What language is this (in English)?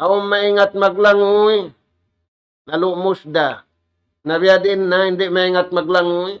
Tausug